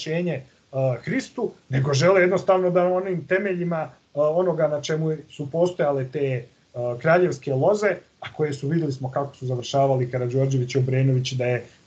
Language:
Serbian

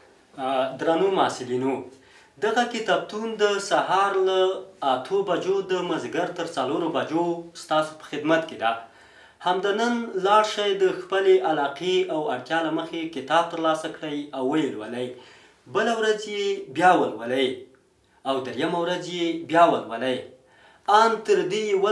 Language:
Pashto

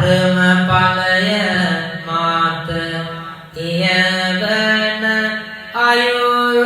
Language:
Sinhala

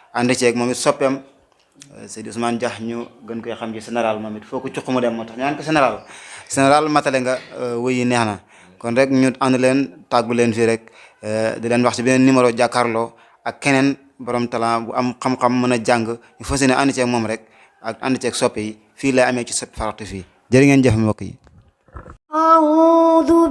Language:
Wolof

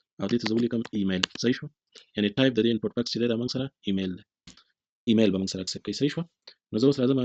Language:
Pashto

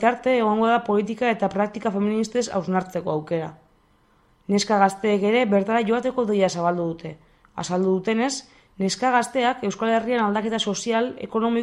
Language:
Basque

